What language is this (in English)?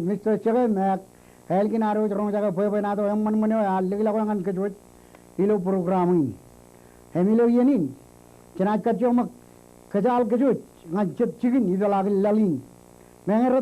Marshallese